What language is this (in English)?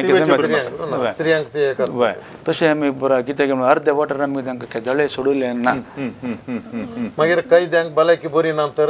Konkani